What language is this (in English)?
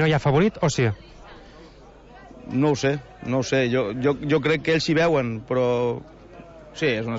Catalan